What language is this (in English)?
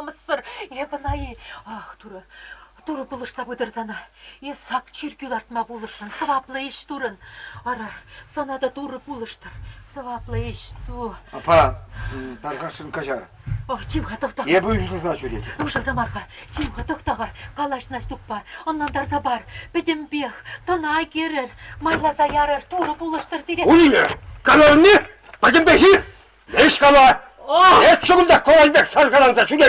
Chuvash